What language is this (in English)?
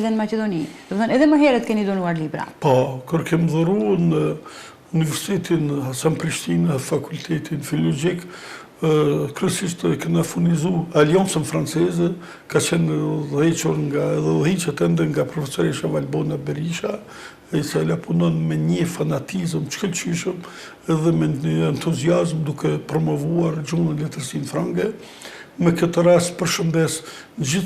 Albanian